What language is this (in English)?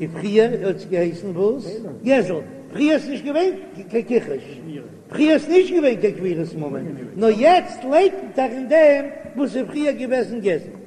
Yiddish